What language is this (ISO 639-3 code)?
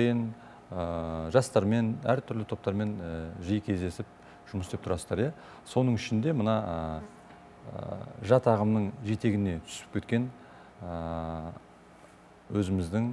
kaz